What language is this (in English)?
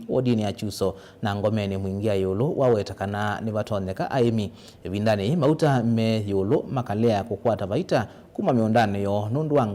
Kamba